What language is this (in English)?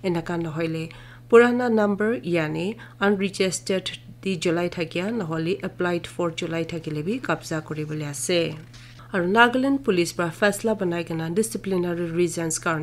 Naga Pidgin